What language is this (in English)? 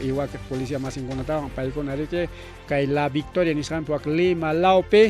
Ayacucho Quechua